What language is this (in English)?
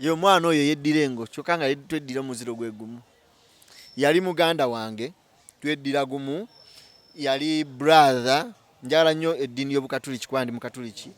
Ganda